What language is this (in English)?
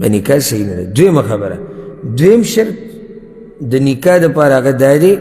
Pashto